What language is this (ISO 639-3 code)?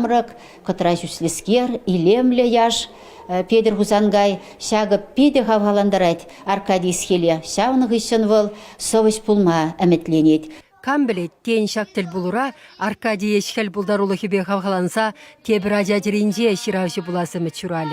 chv